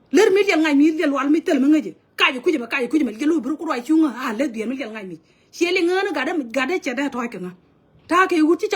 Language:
Nuer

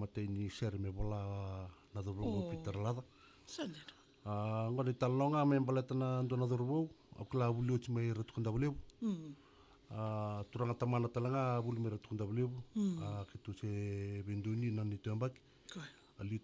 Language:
Fijian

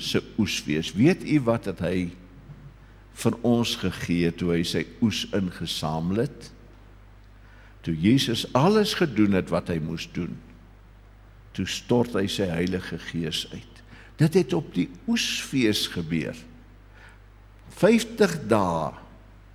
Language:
Afrikaans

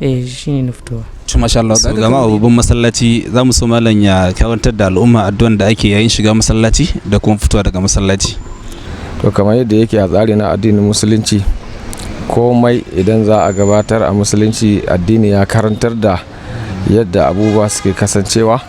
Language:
Hausa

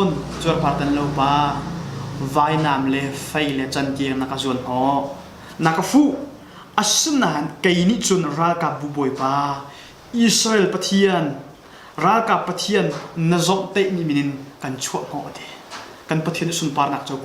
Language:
Hakha Chin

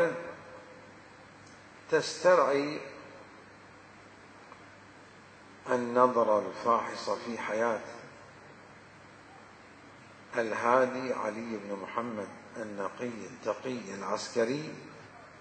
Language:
Arabic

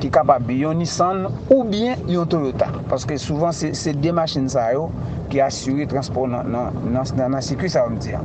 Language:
Haitian Creole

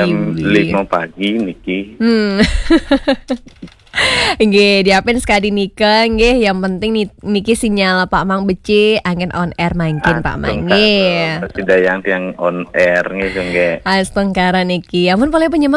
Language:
Balinese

